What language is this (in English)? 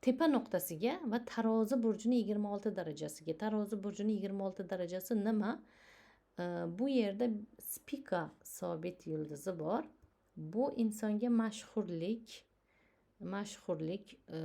Uzbek